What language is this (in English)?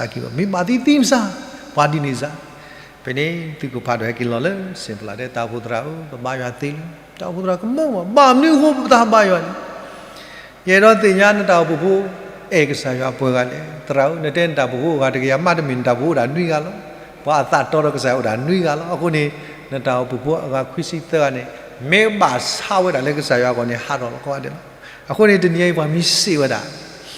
S'gaw Karen